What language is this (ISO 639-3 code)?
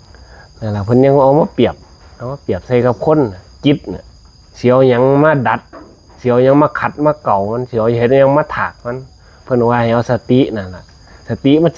tts